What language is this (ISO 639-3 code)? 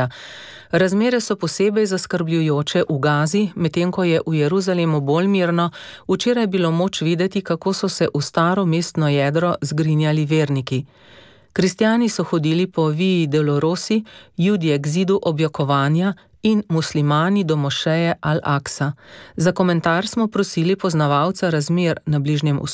slv